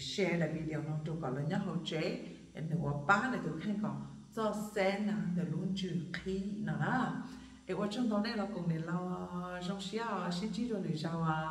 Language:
Hmong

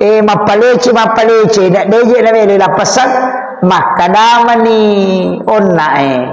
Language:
Buginese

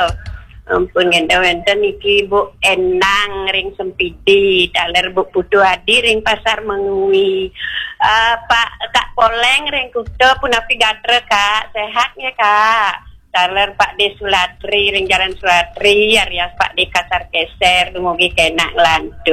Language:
Balinese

